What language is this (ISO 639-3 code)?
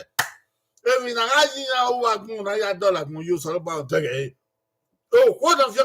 bin